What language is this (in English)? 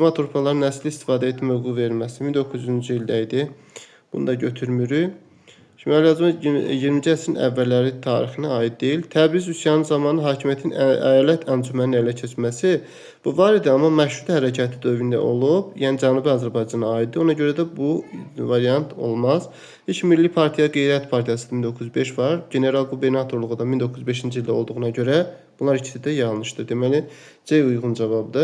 Azerbaijani